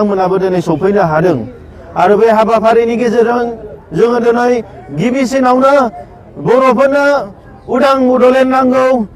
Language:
Bodo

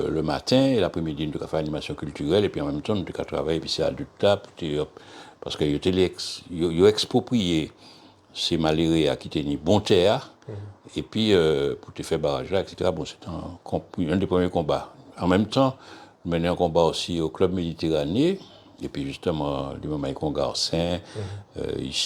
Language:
Guadeloupean Creole French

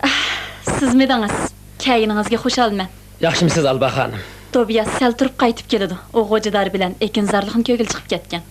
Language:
Uyghur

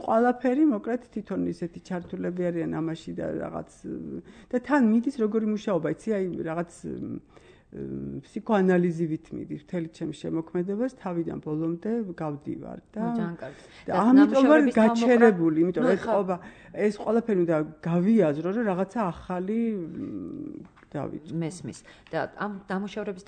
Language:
Georgian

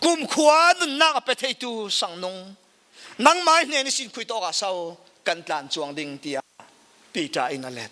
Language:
Falam Chin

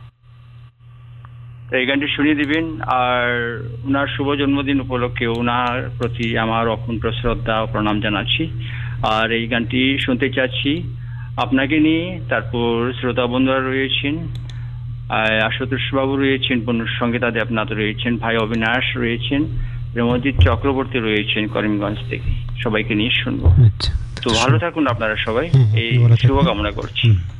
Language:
Bangla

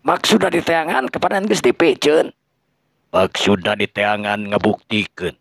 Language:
Sundanese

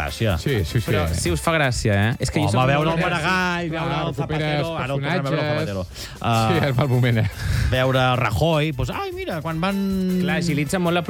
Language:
Catalan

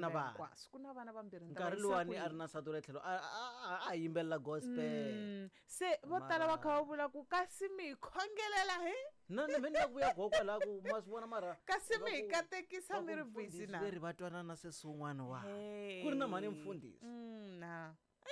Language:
Tsonga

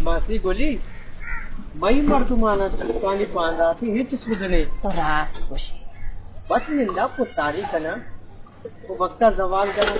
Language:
Baluchi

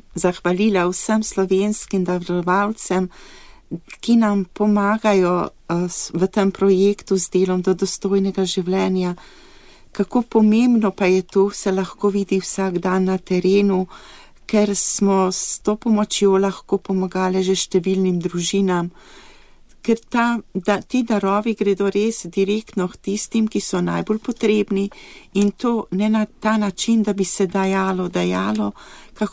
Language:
Slovenian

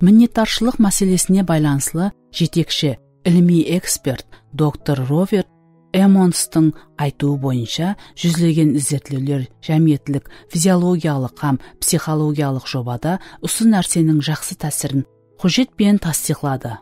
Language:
Kara-Kalpak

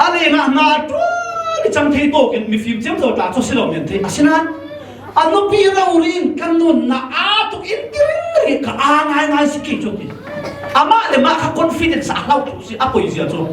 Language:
Falam Chin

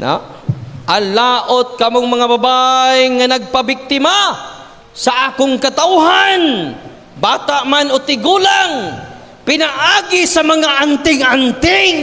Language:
Cebuano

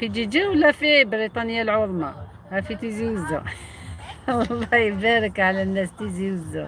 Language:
Algerian Arabic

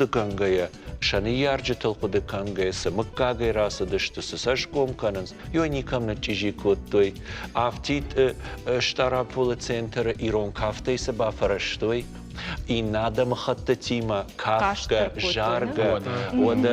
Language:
Ossetic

